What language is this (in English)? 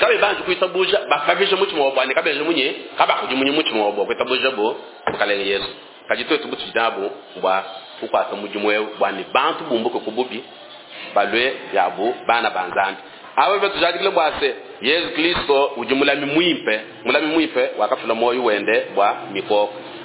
Luba-Lulua